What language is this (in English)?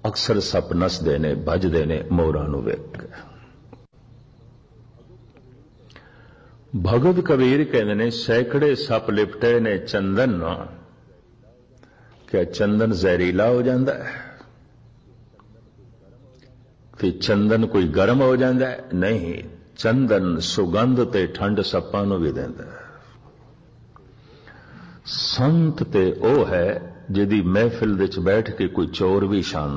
Punjabi